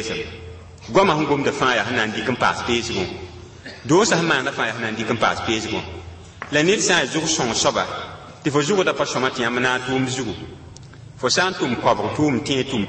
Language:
Mossi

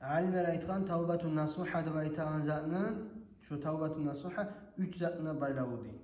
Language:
Kumyk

